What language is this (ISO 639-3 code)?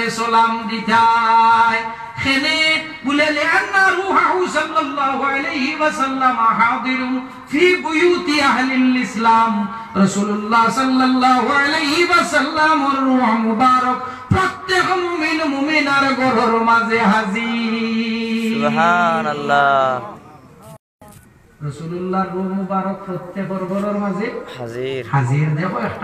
syl